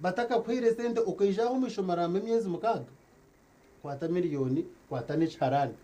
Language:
Nyankole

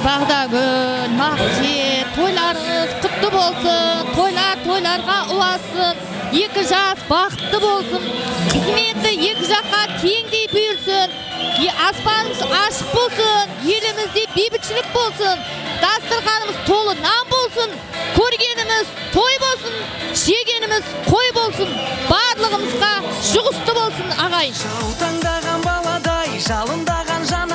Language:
Kara-Kalpak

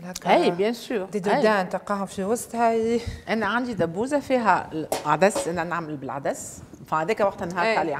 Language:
Tunisian Arabic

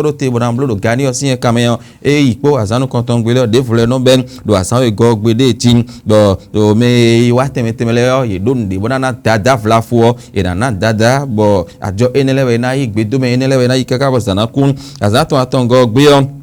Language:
Fon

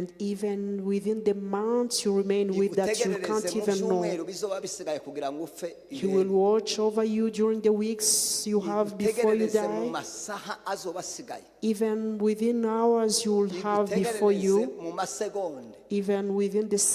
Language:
Kinyarwanda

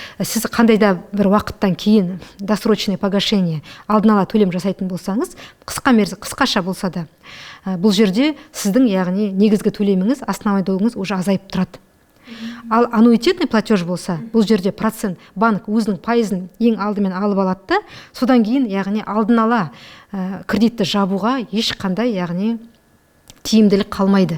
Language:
Kazakh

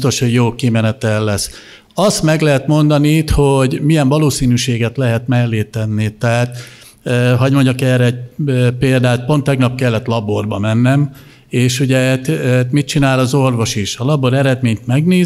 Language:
Hungarian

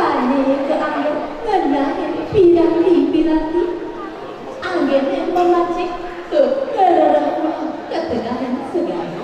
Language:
Balinese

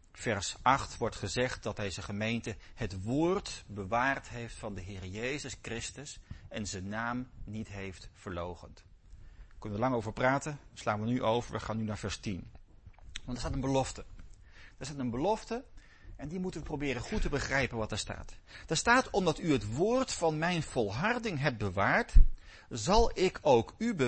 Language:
Dutch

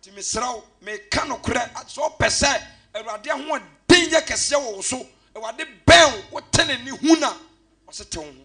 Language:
Akan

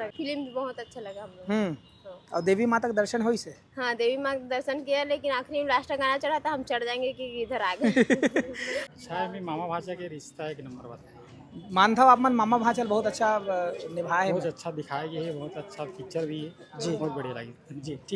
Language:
Chhattisgarhi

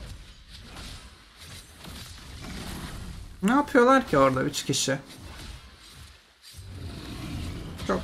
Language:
Turkish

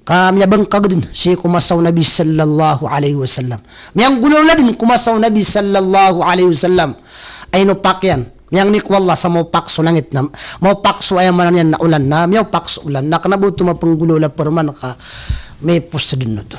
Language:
Maranao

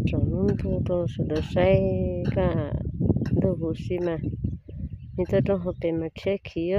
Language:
Hmong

